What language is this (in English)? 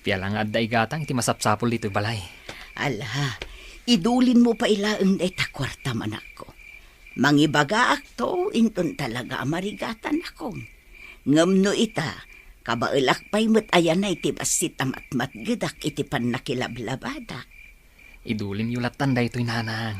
Iloko